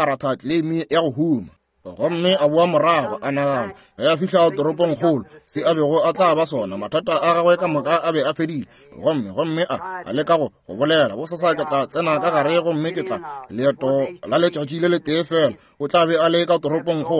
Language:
Northern Sotho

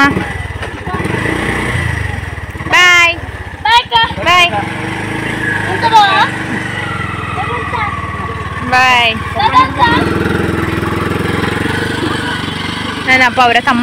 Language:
Kannada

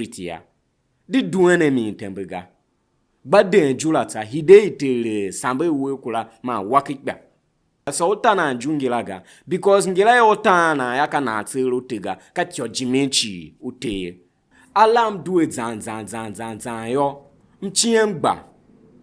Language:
Tiv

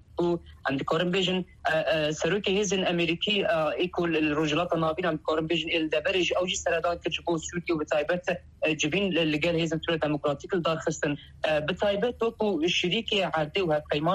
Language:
Kurdish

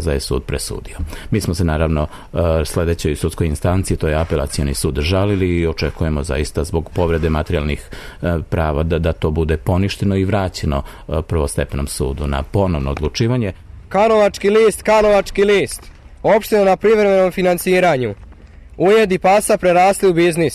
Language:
Serbian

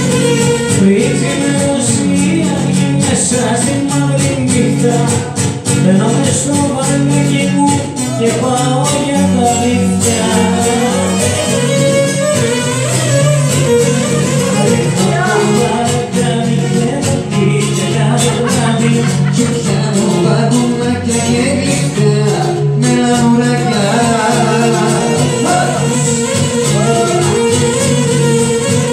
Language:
Greek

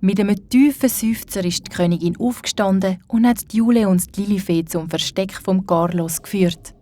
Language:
Swiss German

